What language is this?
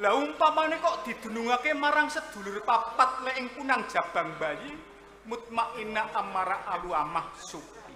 Javanese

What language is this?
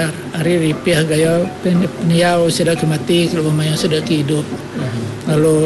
Iban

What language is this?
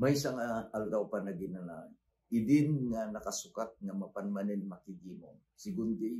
Iloko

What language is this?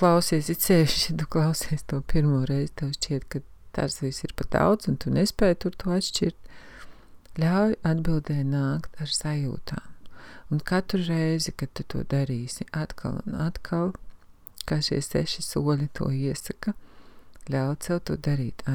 Latvian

